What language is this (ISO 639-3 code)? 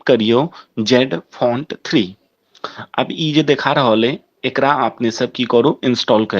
mai